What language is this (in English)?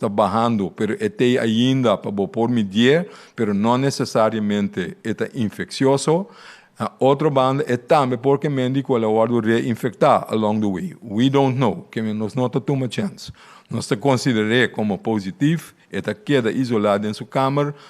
Papiamento